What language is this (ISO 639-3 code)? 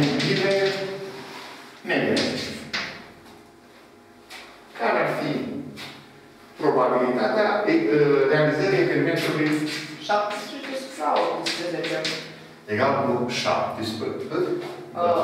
ron